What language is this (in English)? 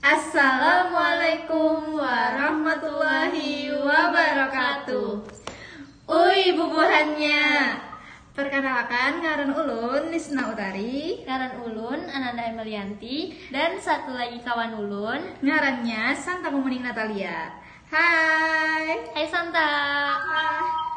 Banjar